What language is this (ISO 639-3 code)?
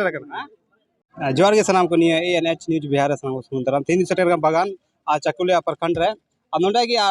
sat